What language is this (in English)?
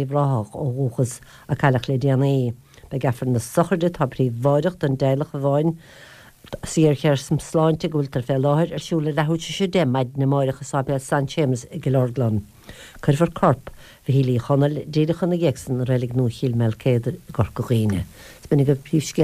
Irish